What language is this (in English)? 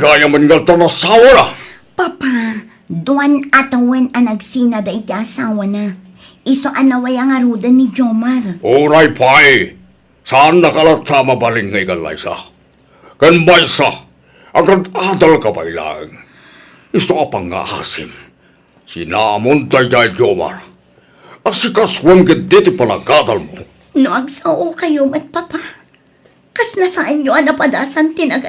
Iloko